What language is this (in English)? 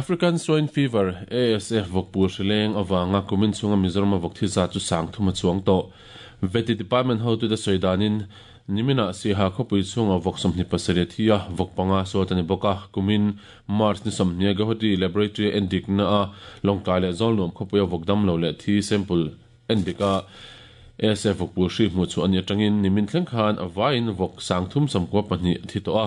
Mizo